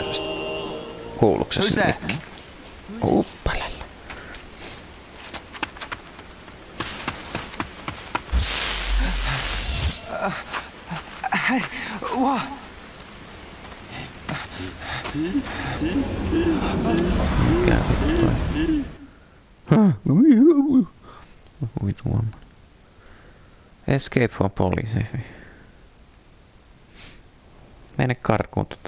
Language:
Finnish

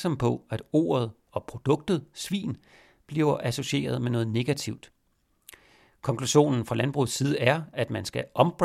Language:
Danish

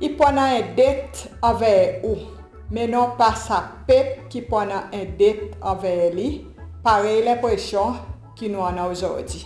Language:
Seselwa Creole French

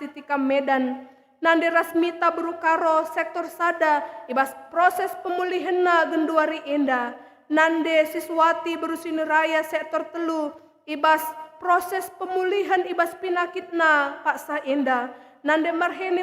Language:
Batak Karo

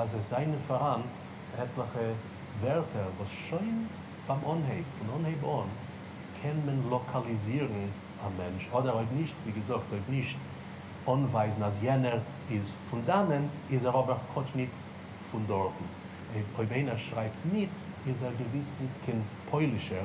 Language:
Yiddish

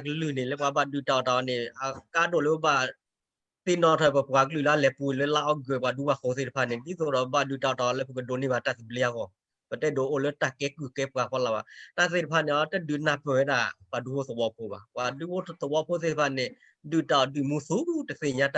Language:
S'gaw Karen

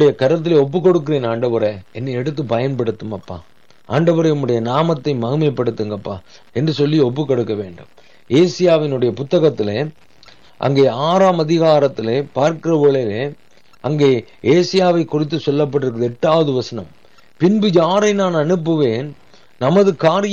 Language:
Tamil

